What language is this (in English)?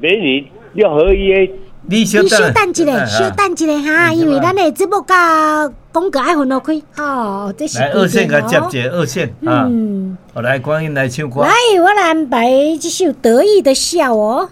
Min Nan Chinese